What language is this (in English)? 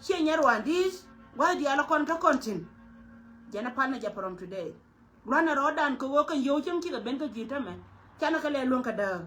Nuer